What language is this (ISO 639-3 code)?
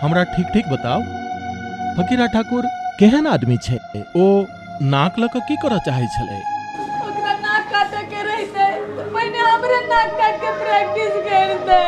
mai